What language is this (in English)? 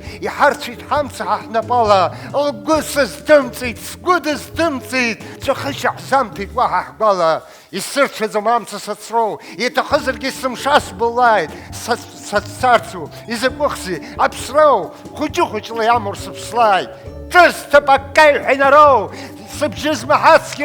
Abkhazian